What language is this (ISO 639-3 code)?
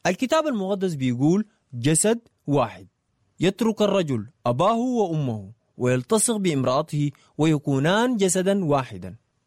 apd